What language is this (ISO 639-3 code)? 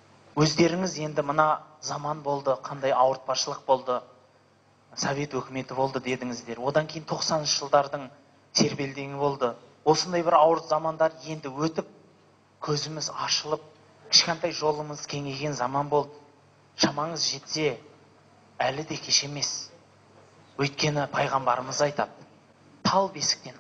kaz